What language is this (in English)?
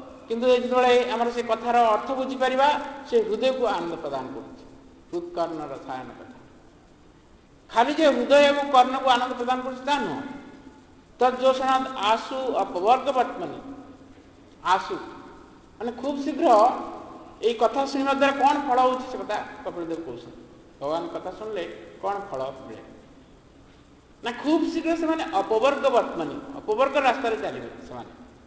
Odia